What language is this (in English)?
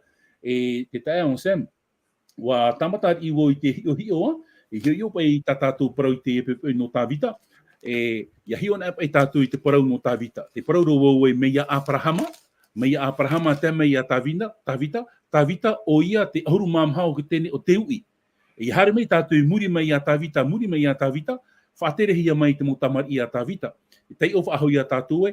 Tahitian